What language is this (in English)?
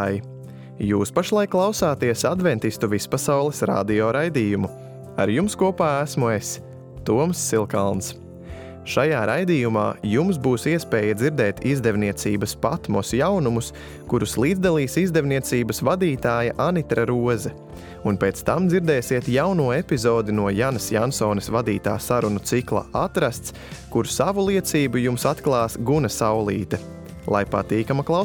Latvian